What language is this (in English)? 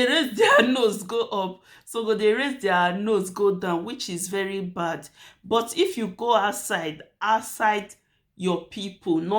Nigerian Pidgin